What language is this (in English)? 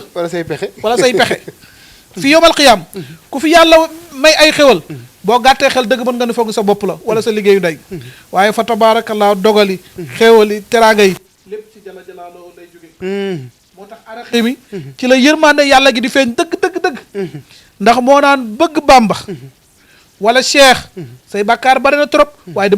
Wolof